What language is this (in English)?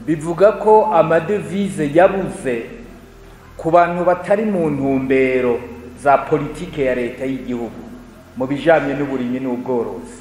Rundi